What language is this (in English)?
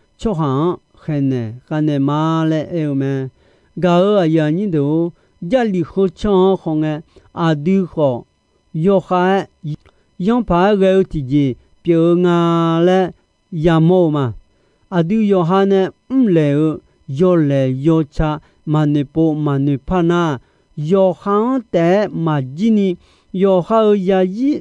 Akha